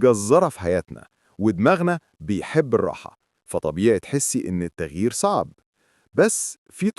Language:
Egyptian Arabic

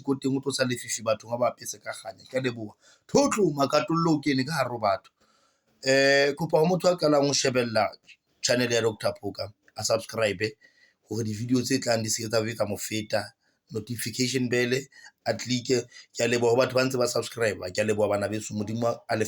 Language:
Southern Sotho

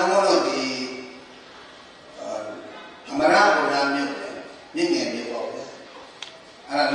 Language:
Burmese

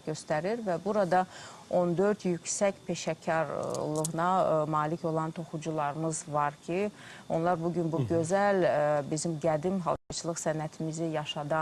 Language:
Azerbaijani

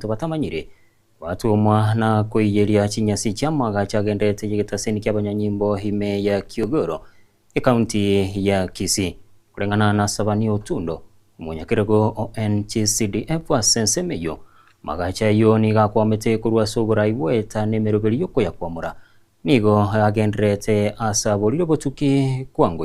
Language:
Gusii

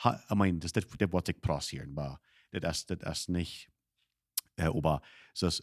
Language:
Plautdietsch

